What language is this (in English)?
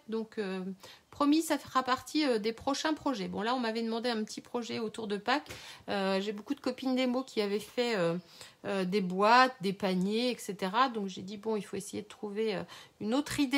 French